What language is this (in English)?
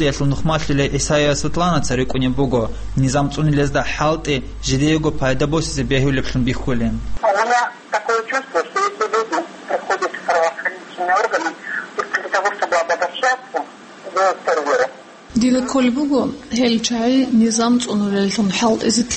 Avaric